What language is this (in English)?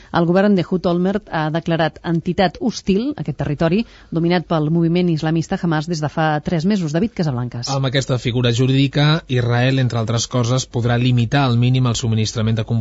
Catalan